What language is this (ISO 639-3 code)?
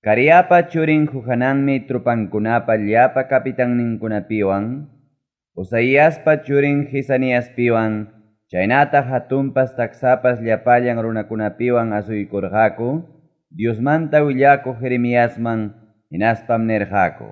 quy